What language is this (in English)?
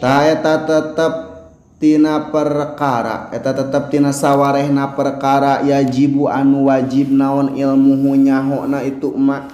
Sundanese